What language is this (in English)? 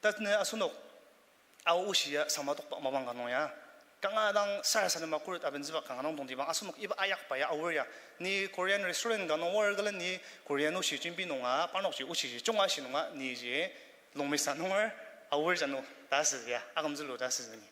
Ao Naga